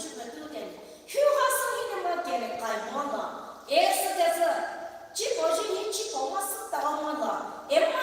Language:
Poumei Naga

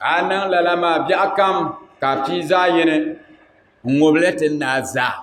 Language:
Dagbani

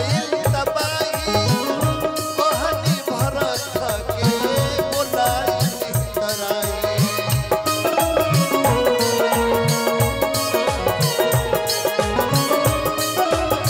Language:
Bhojpuri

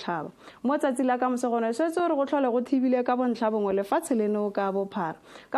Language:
Tswana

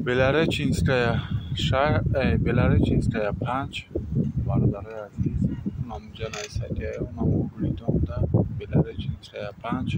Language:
Tajik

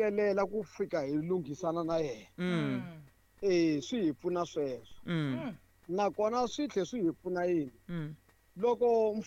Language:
Tsonga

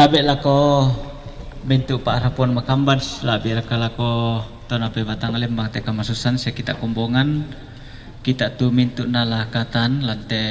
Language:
Toraja-Sa'dan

